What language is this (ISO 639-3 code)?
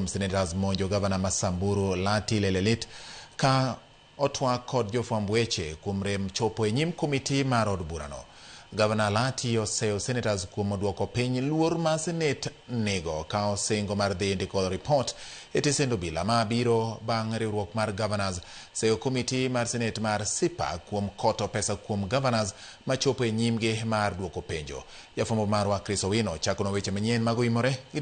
luo